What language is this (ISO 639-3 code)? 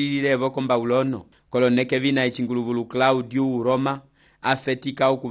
umb